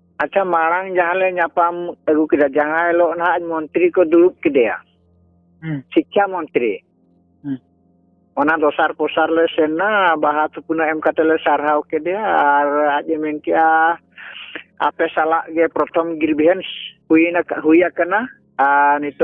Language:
Santali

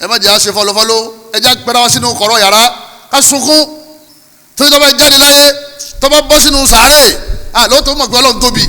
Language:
Yoruba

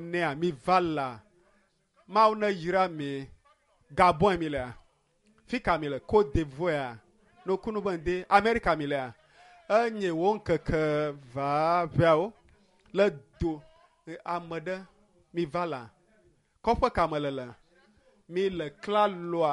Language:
Ewe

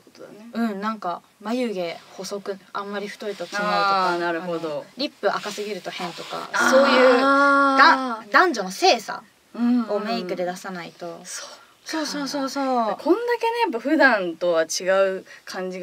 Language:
Japanese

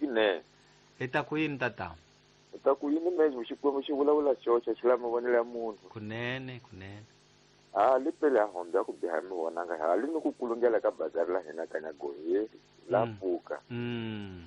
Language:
Tsonga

